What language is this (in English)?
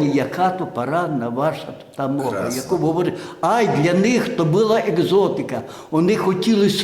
Rusyn